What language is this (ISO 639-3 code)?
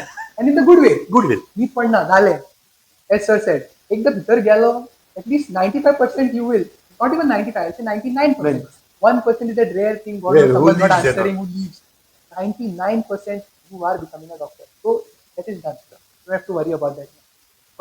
kok